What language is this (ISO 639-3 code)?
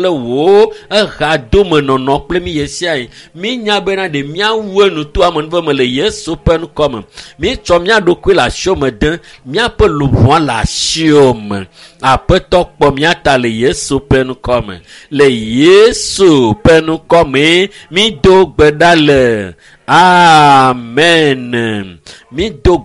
ewe